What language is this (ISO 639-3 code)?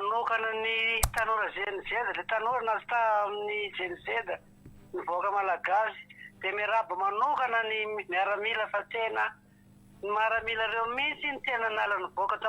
mlg